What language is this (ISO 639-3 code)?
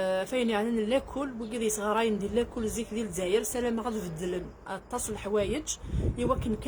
kab